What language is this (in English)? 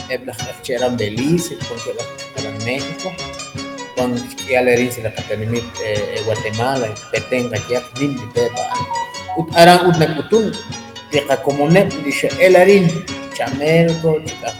Kekchí